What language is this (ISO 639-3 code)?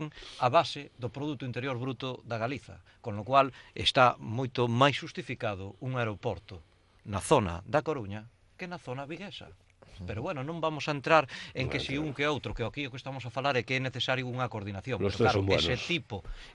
glg